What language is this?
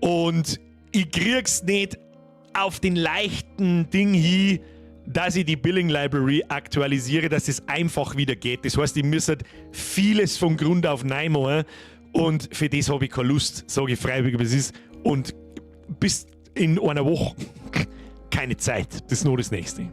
Bavarian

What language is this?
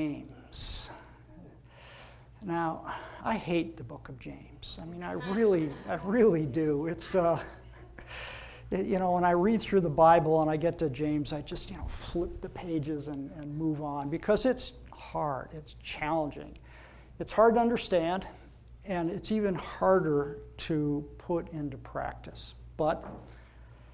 English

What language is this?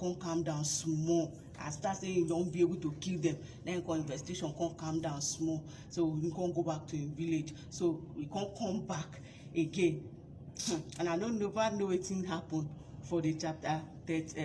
Nigerian Pidgin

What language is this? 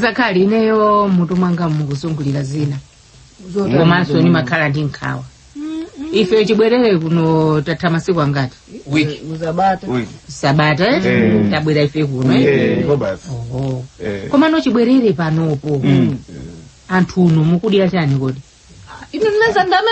Nyanja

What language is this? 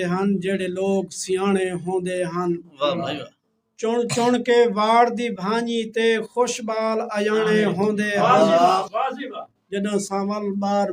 Saraiki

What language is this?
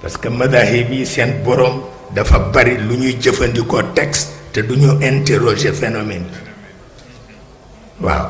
Wolof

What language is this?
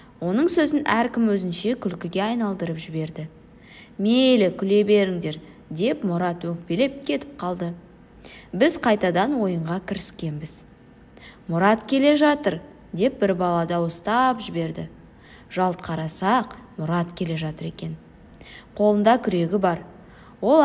Kazakh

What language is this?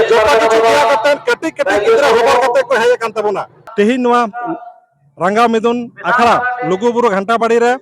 Santali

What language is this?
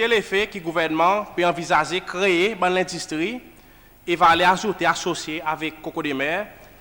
Seselwa Creole French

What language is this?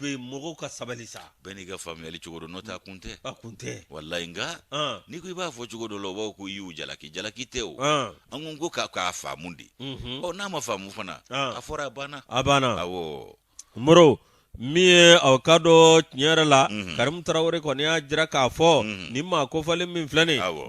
Bambara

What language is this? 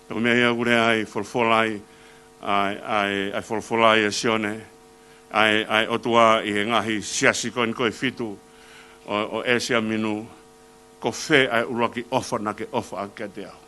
Tongan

